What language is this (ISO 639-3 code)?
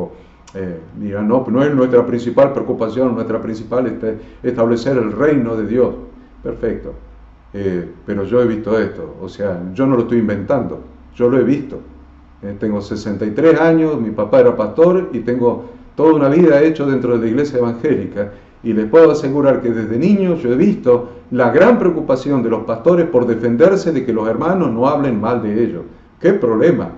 spa